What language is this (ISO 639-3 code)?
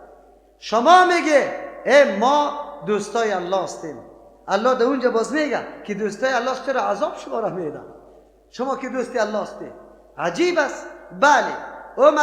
fas